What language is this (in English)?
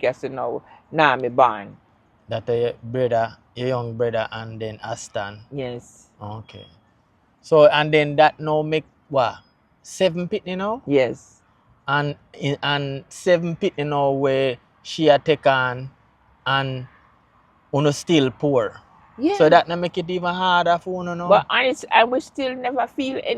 Jamaican Creole English